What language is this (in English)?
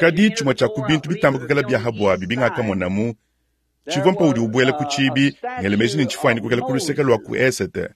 Luba-Lulua